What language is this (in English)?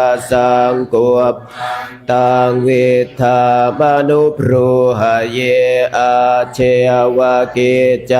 Pali